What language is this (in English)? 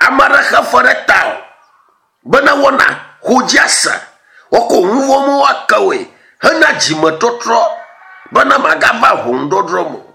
Ewe